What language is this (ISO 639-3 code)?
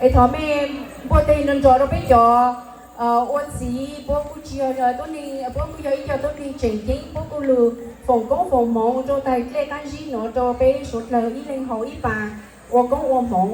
hmn